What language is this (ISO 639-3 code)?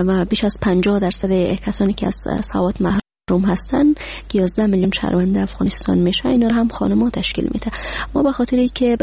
fas